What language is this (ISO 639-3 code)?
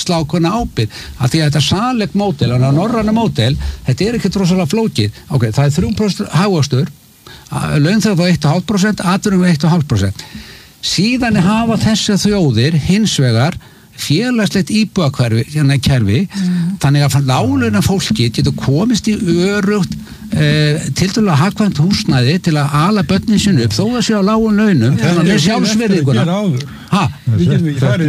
isl